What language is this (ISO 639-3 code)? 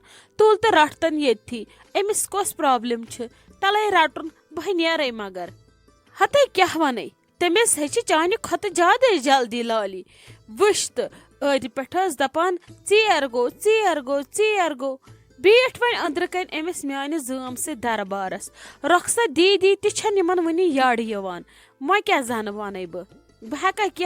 kas